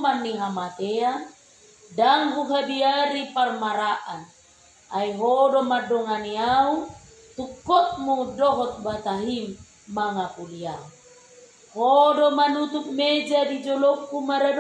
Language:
Batak Toba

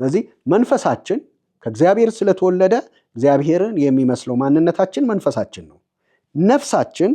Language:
Amharic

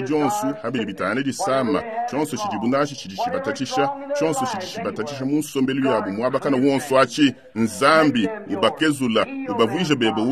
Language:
Luba-Lulua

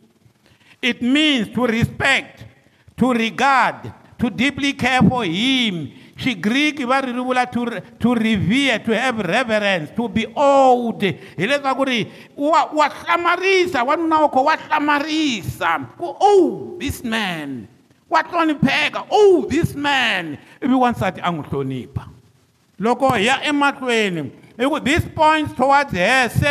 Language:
Tsonga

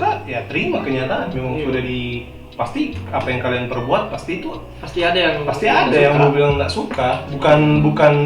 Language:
Manado Malay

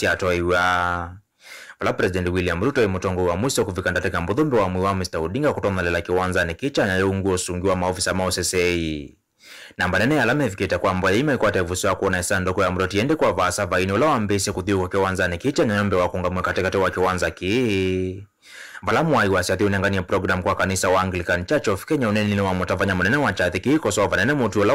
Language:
Kamba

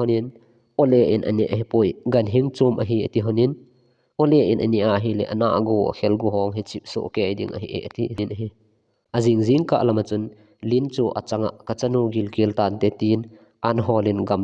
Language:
Thado Chin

